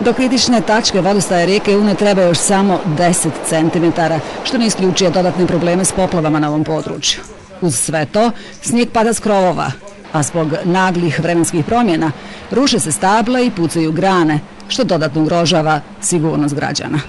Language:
Bosnian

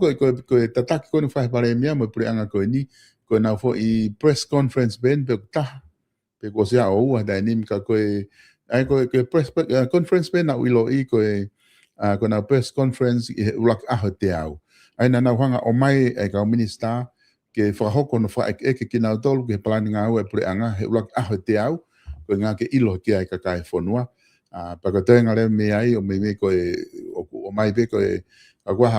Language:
Tongan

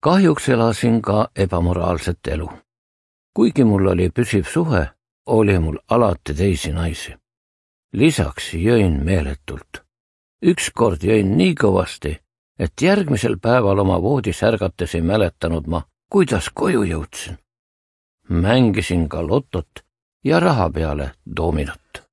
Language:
Estonian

